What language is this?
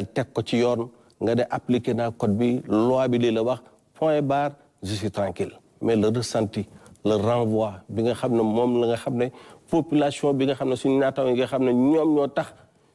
Wolof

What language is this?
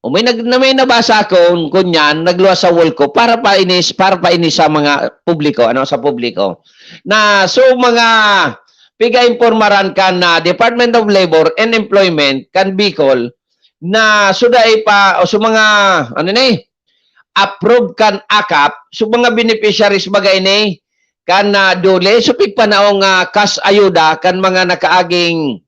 Bikol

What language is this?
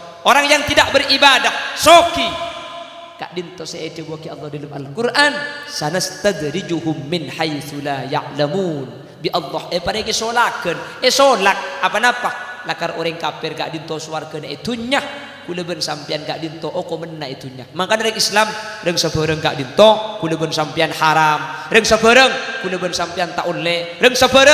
Madurese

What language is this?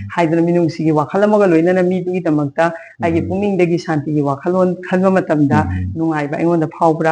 Manipuri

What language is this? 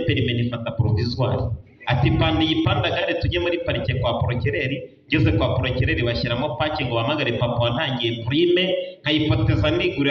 Kinyarwanda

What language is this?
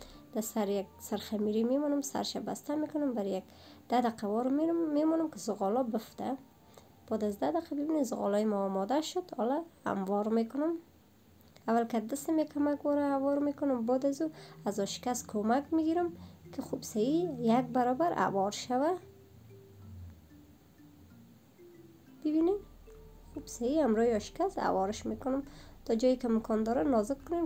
Persian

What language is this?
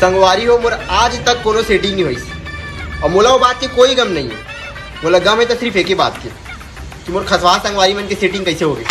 Chhattisgarhi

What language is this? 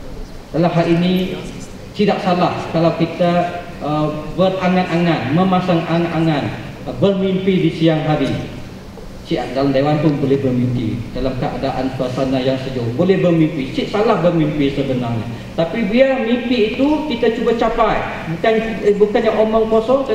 Malay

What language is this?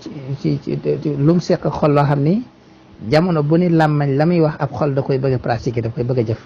Wolof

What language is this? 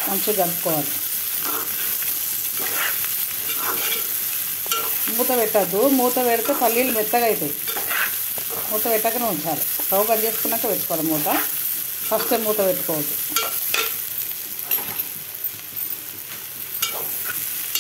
Telugu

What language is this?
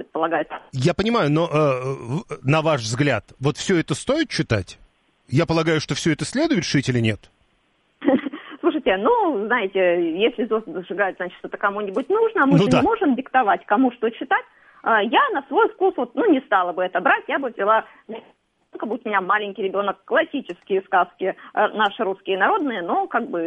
Russian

